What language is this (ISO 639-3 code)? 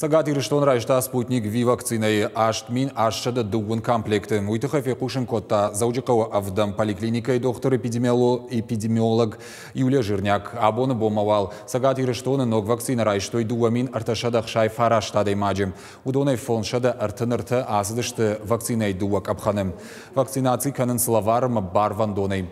oss